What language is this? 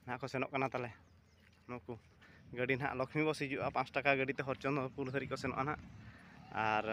Santali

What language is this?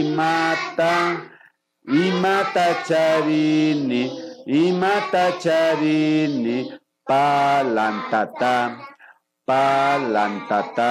Imbabura Highland Quichua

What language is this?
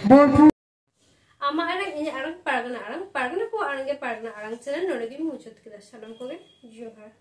Santali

